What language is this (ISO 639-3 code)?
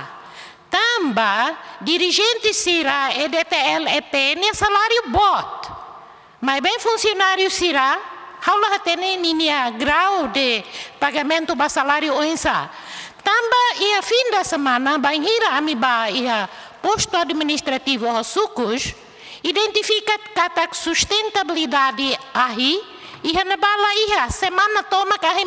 tet